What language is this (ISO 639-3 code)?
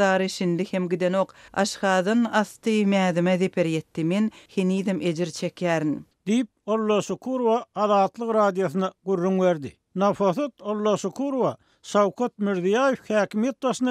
tuk